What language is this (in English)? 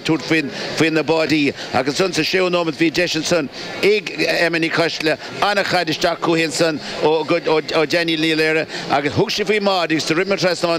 Irish